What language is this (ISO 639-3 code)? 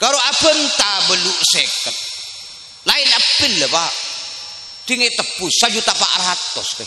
mad